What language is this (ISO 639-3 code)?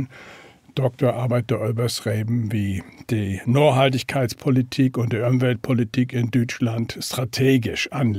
nds